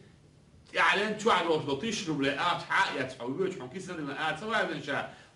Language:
Chechen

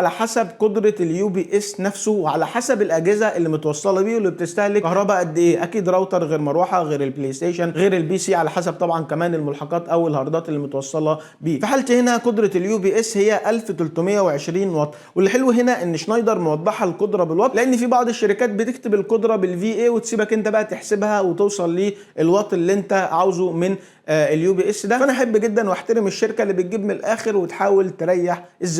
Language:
Egyptian Arabic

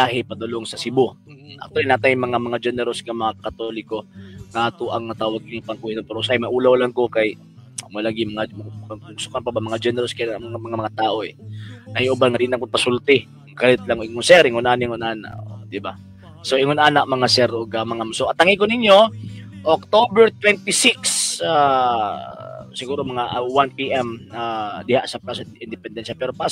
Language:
Cebuano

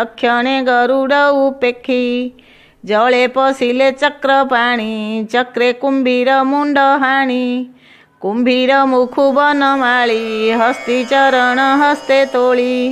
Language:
Odia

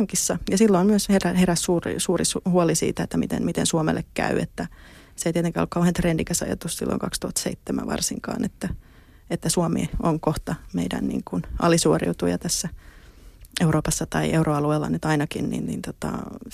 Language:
Finnish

